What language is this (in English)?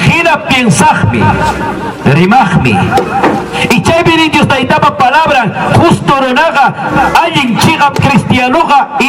Ayacucho Quechua